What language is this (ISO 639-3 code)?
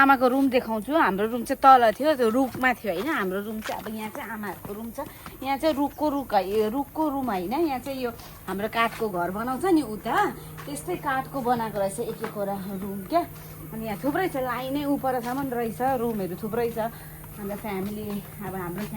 nep